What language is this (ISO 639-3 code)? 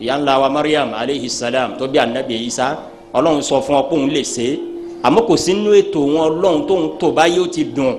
yor